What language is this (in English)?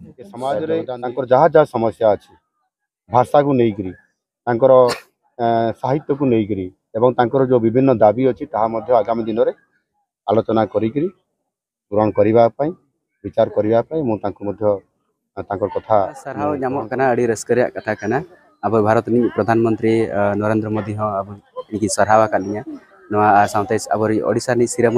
Santali